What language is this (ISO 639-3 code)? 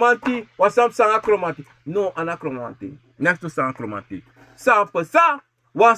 srn